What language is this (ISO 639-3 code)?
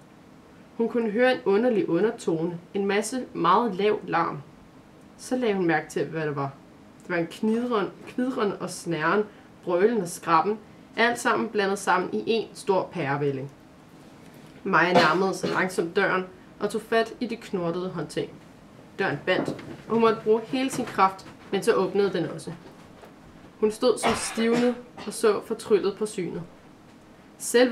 dan